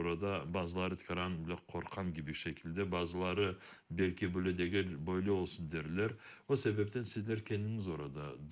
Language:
Crimean Tatar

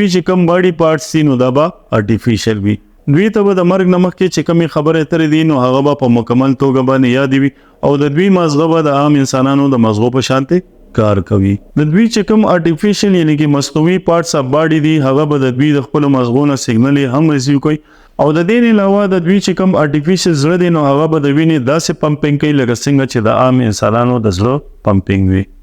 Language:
Pashto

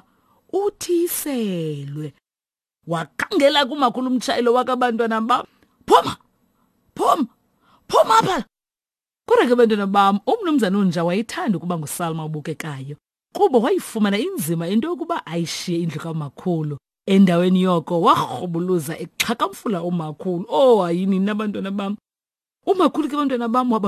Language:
Xhosa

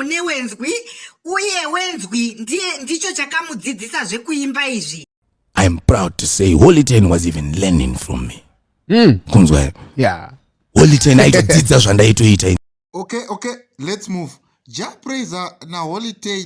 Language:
Shona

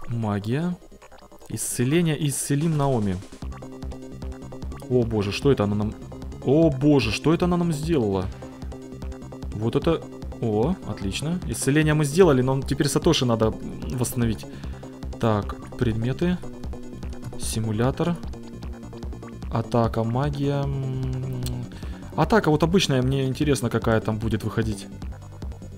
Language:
Russian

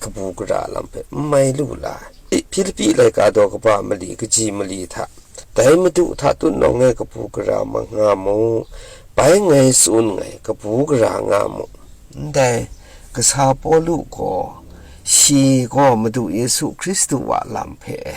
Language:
Kachin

